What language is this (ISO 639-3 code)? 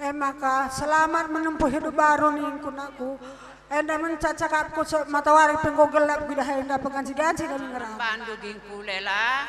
btx